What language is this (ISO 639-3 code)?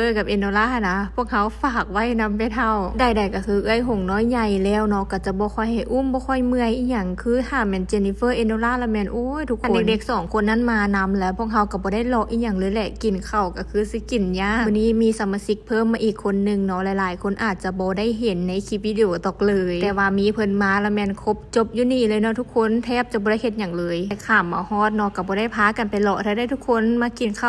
lao